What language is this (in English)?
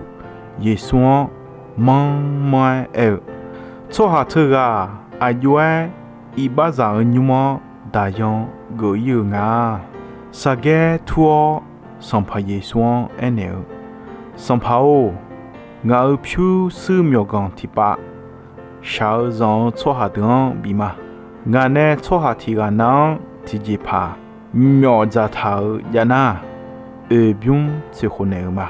Akha